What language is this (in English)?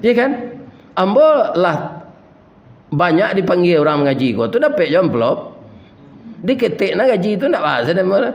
Minangkabau